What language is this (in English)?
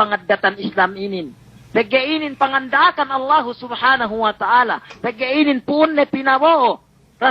Yakan